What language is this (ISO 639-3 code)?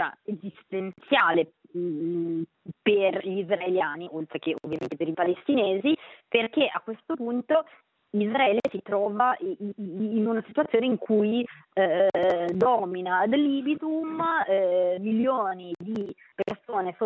ita